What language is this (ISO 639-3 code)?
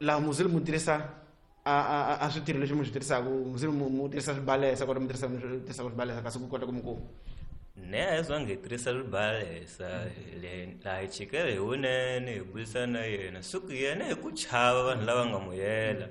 tso